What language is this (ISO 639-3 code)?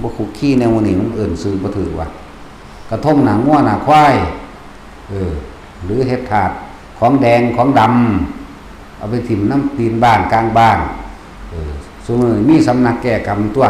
tts